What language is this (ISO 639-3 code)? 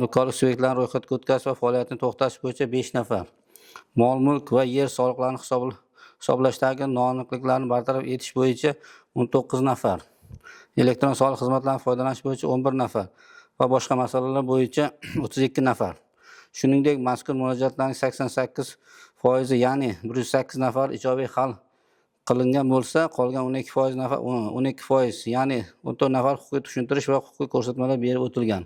uzb